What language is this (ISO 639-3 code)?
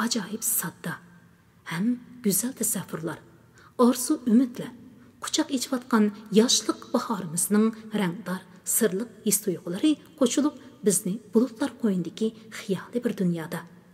uig